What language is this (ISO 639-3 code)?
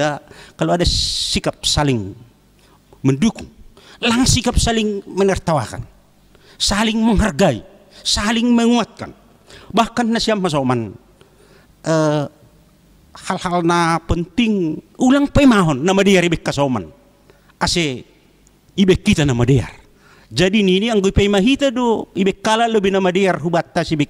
bts